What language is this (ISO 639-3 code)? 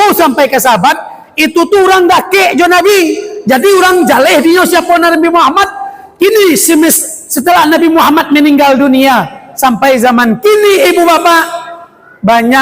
min